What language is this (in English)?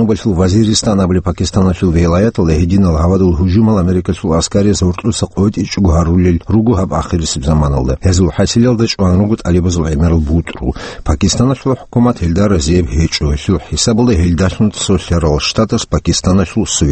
Avaric